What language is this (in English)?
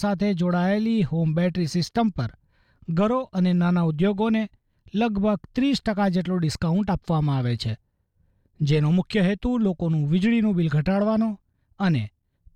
Gujarati